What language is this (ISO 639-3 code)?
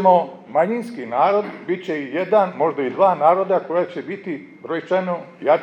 srp